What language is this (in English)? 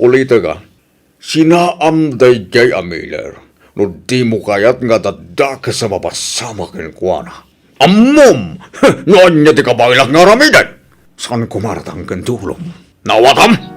Iloko